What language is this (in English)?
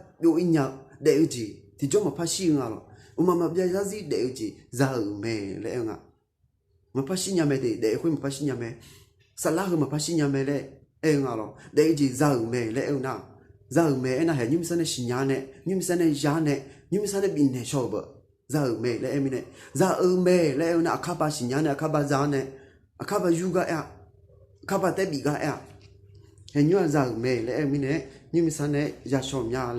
Akha